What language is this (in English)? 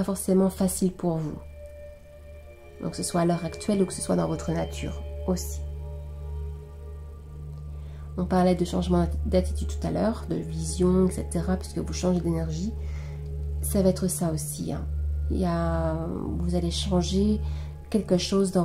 French